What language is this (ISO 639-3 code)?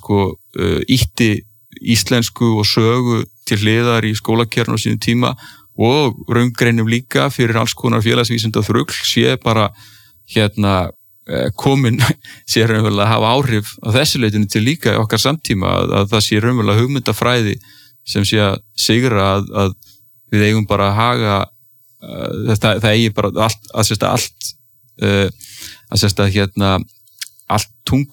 isl